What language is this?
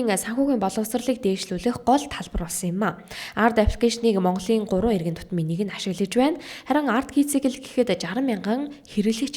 Mongolian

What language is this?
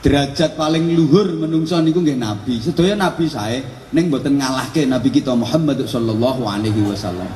Javanese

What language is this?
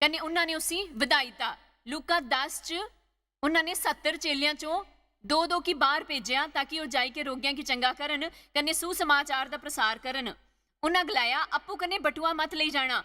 Dogri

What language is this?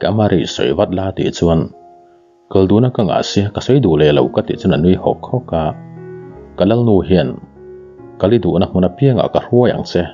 Mizo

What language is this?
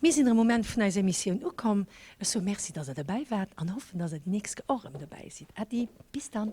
Luxembourgish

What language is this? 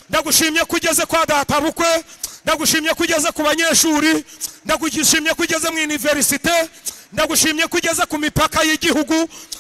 Kinyarwanda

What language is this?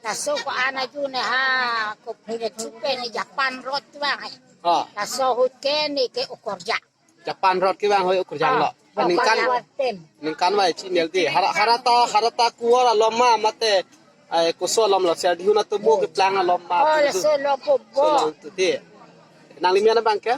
Karbi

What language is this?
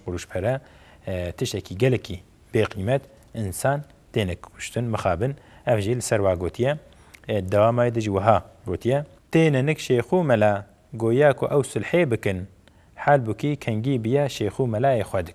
Kurdish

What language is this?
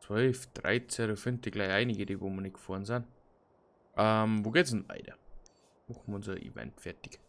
Bavarian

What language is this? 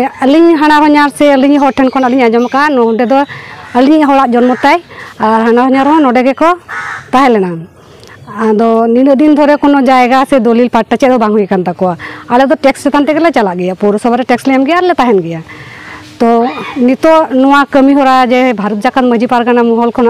Santali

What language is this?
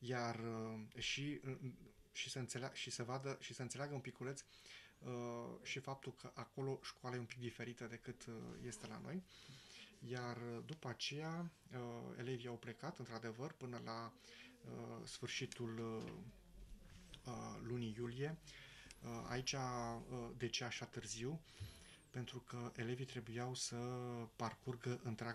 Romanian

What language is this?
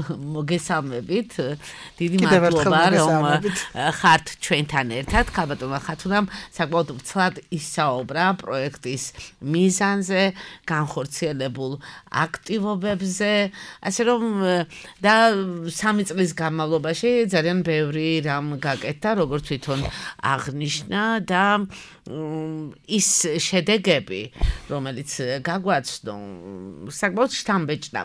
Georgian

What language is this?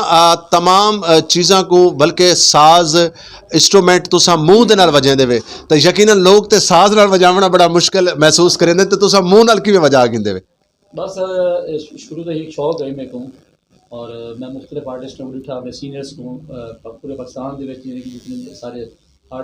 Saraiki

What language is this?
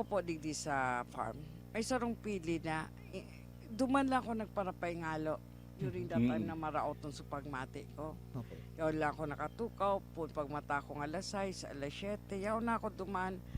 Bikol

